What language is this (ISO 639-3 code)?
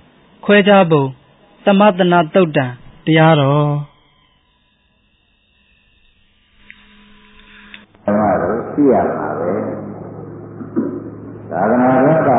mya